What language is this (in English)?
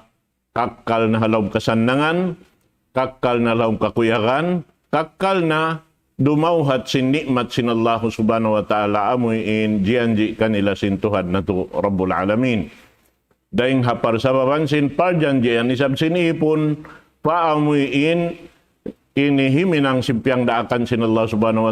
Tausug